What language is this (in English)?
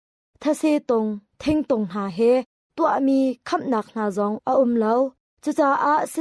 Hakha Chin